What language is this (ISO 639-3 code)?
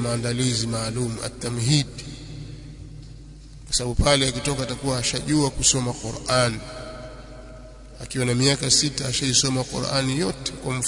swa